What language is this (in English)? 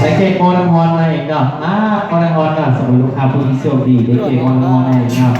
Lao